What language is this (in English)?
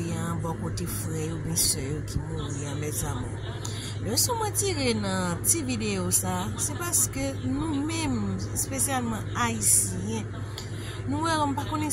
Haitian Creole